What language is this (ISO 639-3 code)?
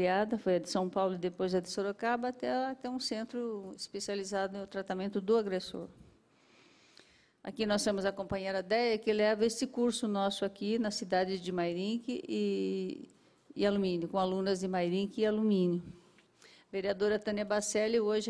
por